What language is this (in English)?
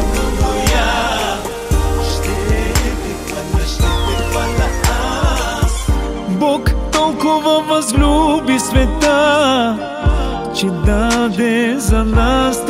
Bulgarian